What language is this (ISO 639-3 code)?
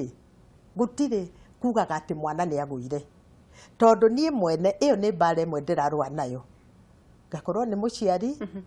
kik